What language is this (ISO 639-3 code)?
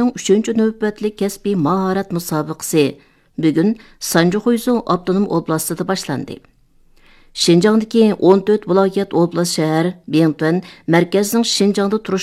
uig